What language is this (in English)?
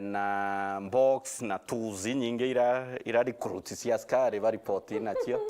Meru